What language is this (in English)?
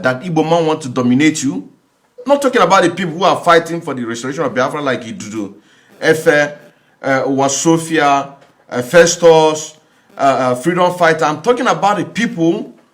Nigerian Pidgin